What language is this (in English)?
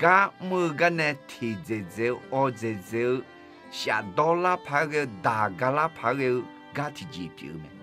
Akha